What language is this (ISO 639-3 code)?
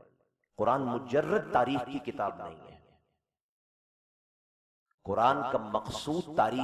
urd